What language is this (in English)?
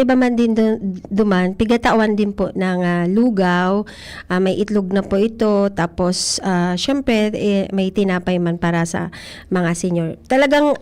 Bikol